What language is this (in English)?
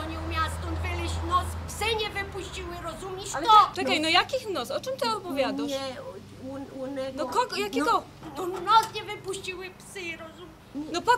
Silesian